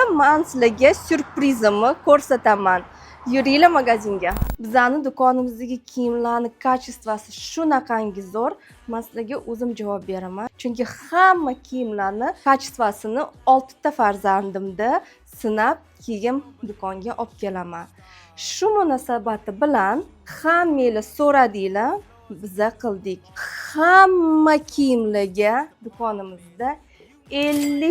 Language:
Uzbek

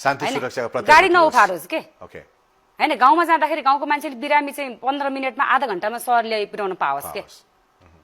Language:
Nepali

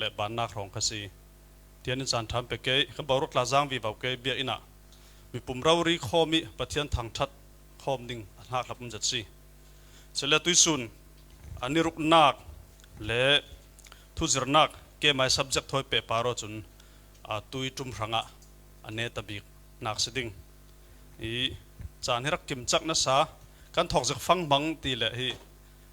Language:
Falam Chin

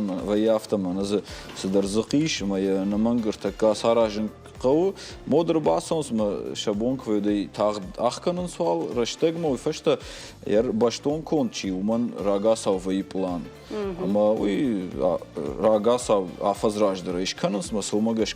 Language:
Ossetic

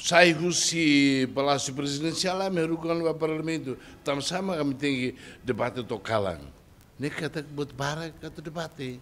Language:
Tetum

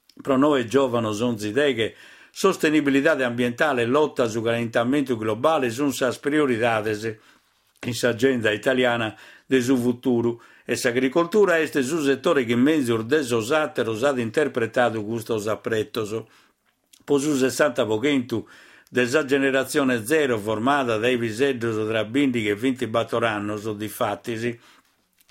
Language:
Sardinian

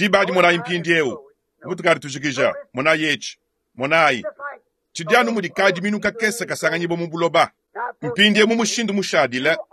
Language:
Luba-Lulua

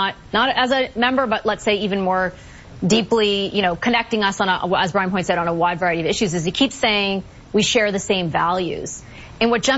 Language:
English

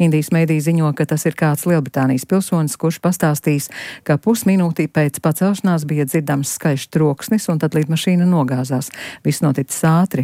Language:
Latvian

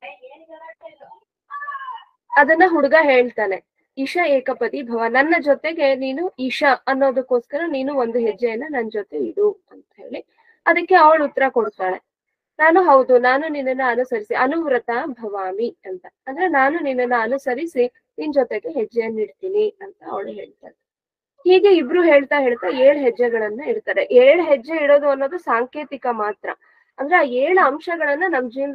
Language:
Kannada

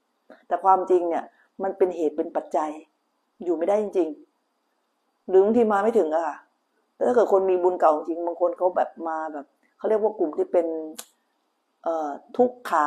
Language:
Thai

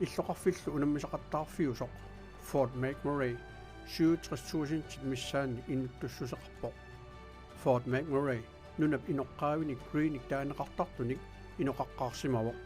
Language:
Kalaallisut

